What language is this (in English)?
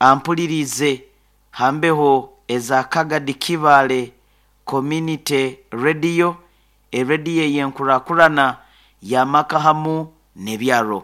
Nyoro